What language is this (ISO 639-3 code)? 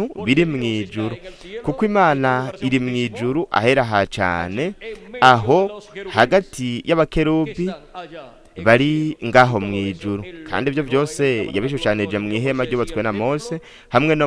run